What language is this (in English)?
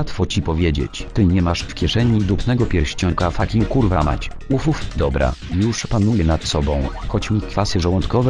Polish